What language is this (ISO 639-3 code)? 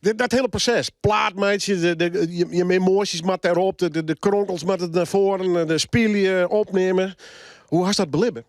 fry